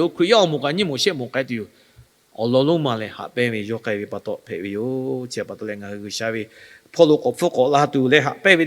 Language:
Lahu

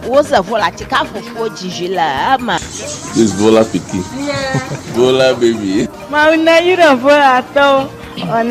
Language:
Ewe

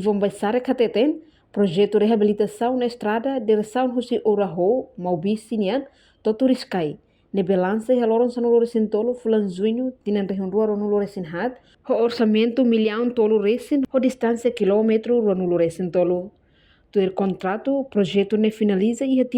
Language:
Tetum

